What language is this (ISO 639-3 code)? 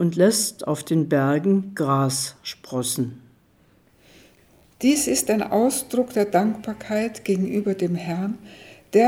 deu